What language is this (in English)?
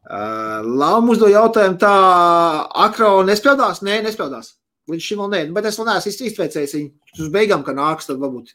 Latvian